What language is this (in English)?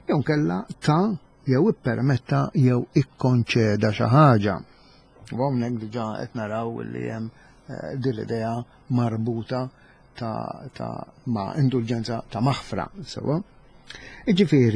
Maltese